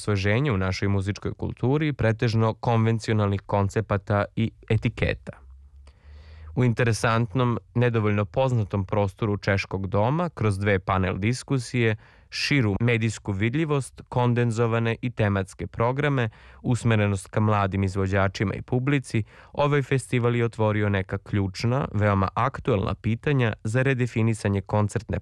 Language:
Serbian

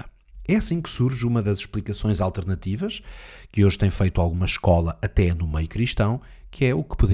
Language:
Portuguese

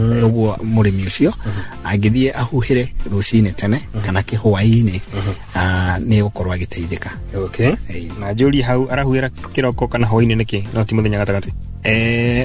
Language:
Kikuyu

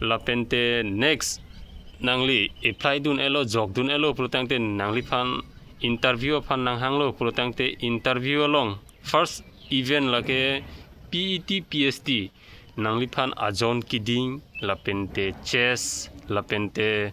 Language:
Karbi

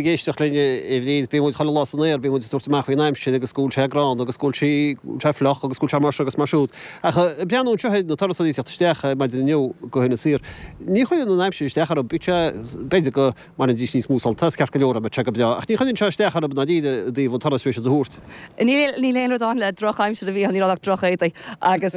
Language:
Irish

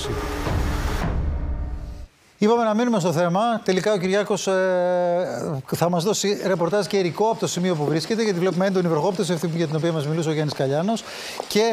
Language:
Greek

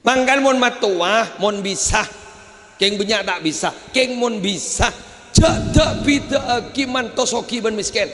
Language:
Madurese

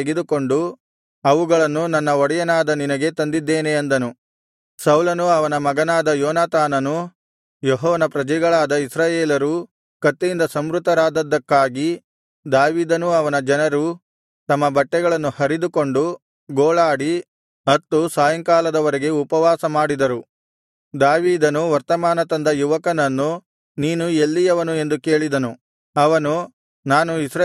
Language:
Kannada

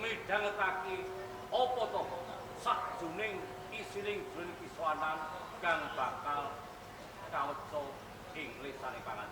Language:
Javanese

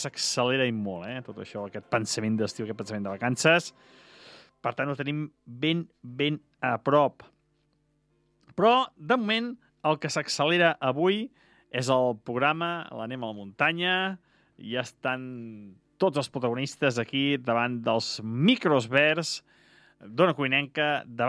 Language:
Catalan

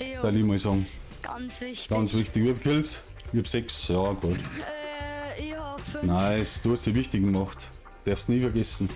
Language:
Bavarian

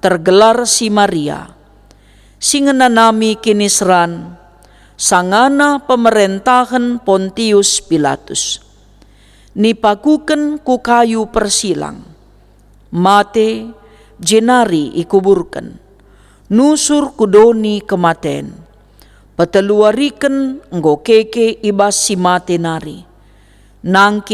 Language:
Batak Karo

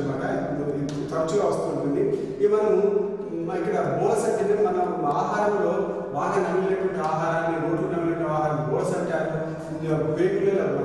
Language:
Telugu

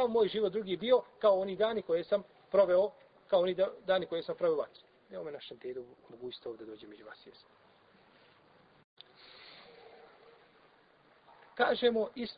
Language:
Bosnian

